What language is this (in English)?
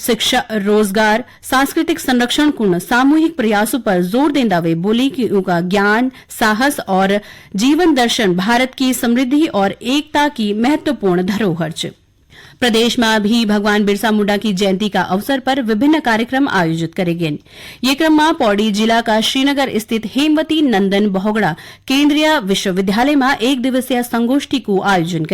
Garhwali